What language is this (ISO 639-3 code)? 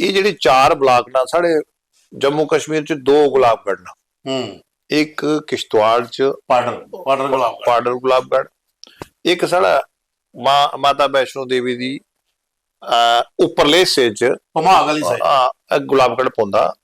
doi